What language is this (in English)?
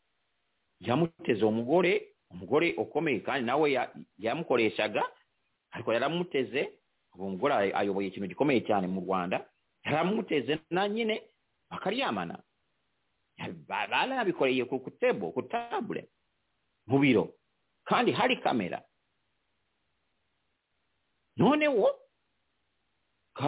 Kinyarwanda